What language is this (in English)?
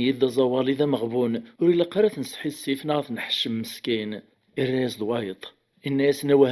Kabyle